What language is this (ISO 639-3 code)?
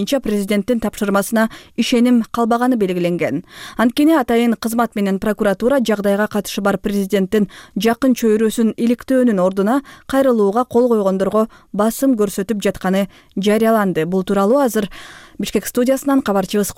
kir